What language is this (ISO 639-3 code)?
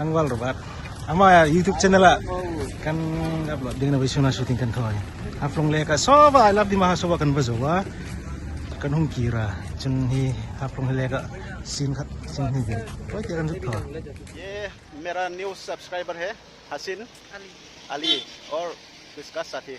hmr